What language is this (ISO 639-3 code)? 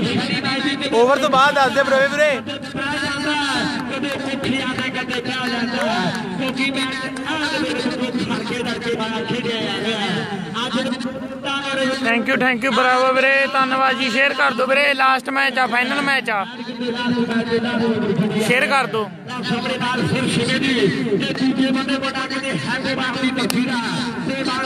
pan